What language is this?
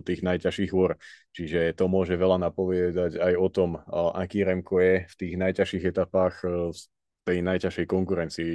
Slovak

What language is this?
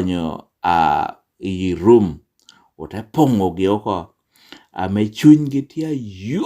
Lango (Uganda)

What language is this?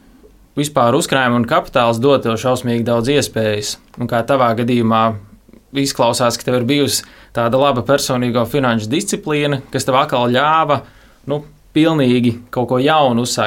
Latvian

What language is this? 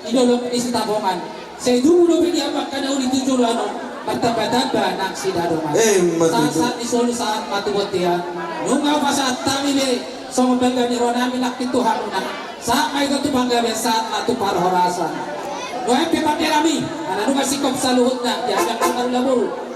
Batak Toba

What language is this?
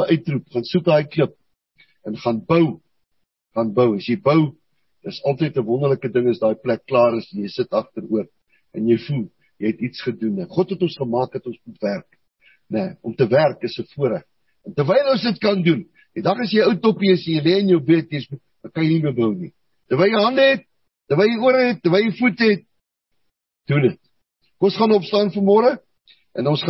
Afrikaans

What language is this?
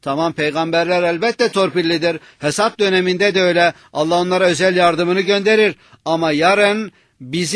Turkish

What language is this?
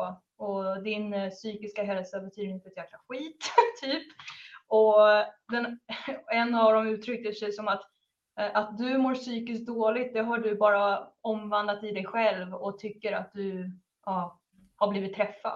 Swedish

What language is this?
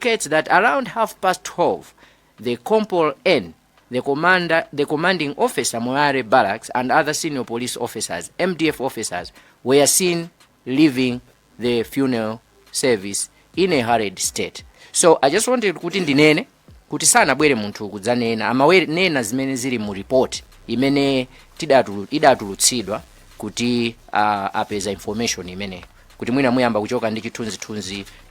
Nyanja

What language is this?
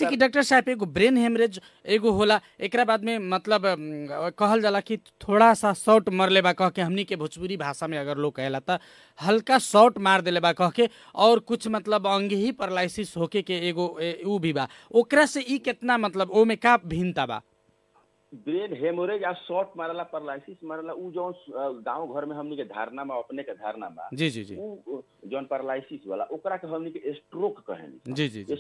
Bhojpuri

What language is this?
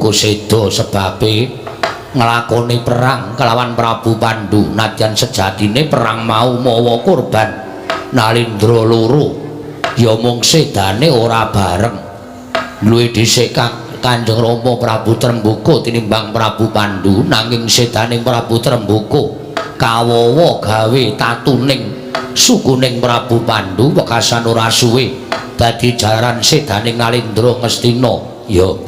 Javanese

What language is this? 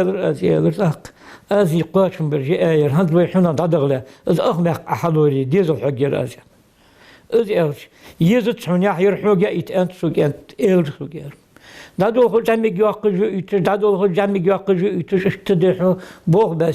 Ingush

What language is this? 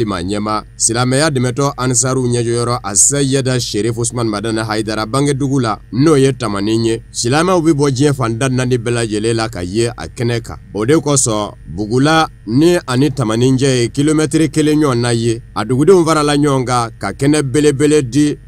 Bambara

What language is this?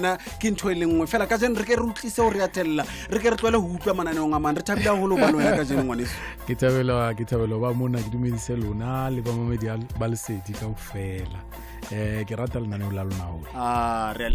Southern Sotho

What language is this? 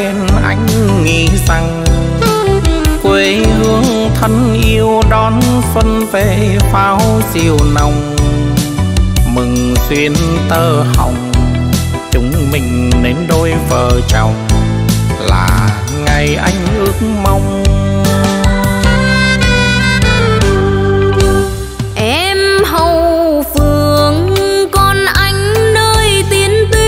Vietnamese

